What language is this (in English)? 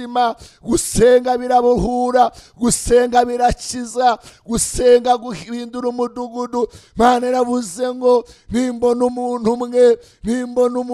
Kinyarwanda